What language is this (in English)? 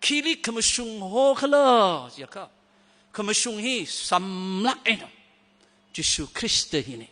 Tangkhul Naga (India)